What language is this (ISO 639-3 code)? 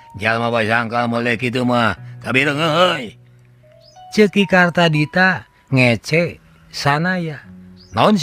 sun